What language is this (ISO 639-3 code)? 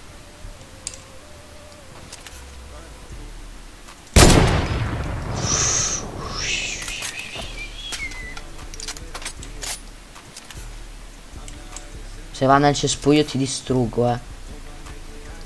ita